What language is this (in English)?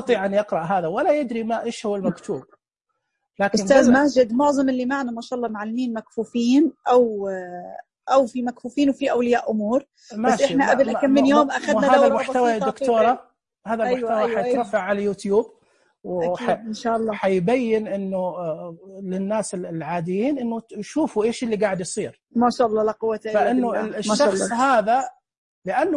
Najdi Arabic